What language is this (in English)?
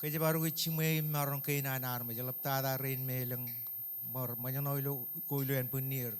Marshallese